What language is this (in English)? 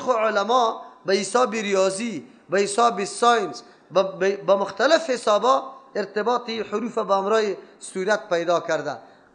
Persian